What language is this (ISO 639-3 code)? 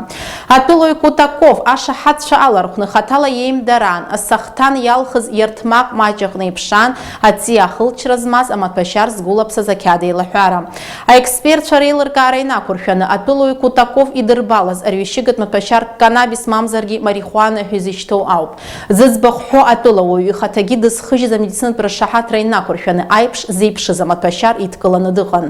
abk